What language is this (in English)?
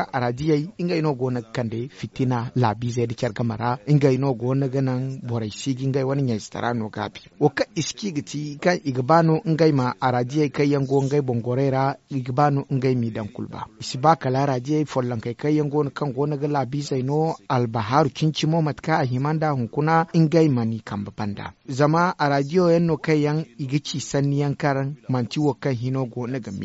Zarma